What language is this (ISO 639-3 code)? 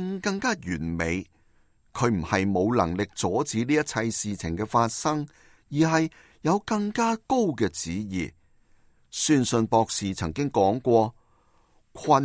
yue